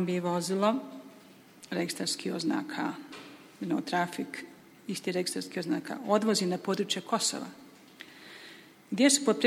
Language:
Bosnian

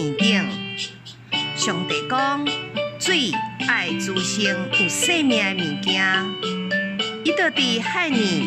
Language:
Min Nan Chinese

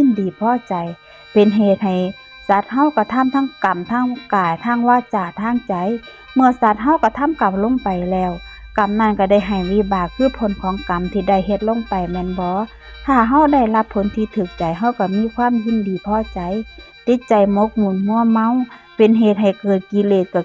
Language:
Northeastern Thai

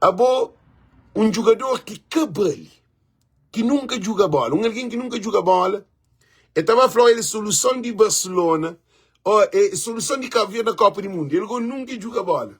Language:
Kabuverdianu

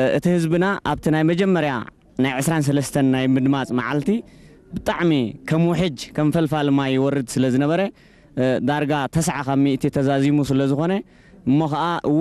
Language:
Tigrinya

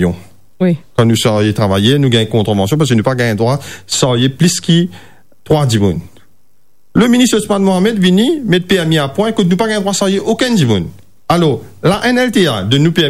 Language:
Morisyen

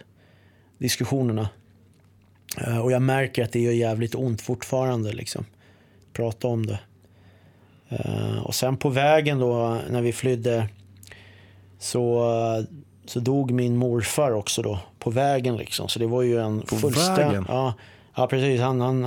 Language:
Swedish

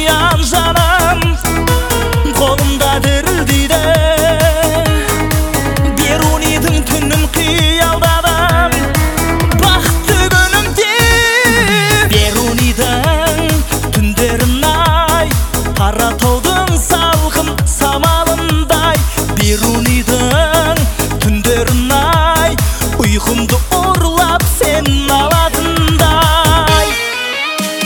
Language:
Kazakh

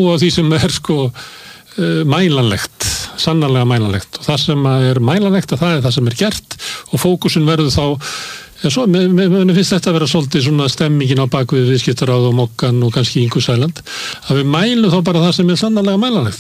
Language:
Icelandic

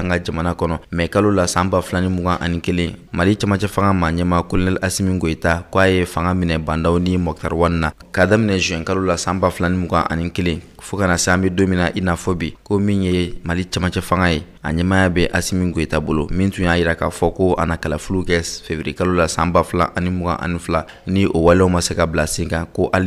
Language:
Bambara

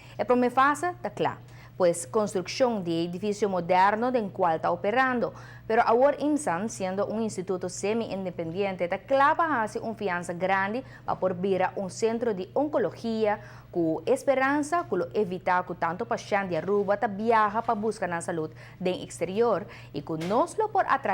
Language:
Papiamento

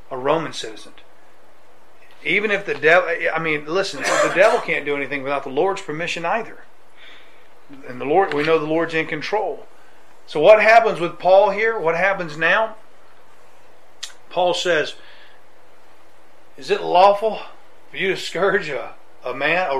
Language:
English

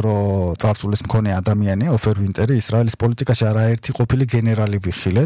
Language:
Georgian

